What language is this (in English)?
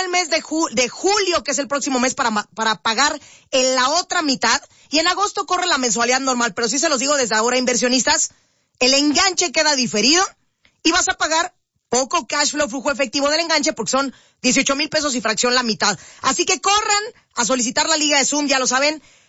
Spanish